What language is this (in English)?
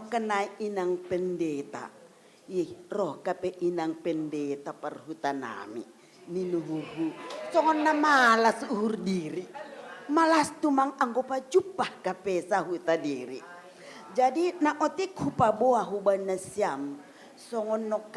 Batak Simalungun